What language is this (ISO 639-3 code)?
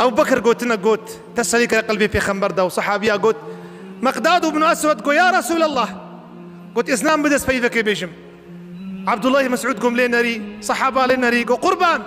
kur